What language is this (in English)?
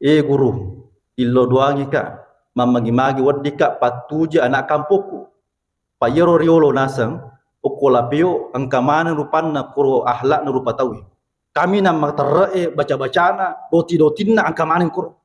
Buginese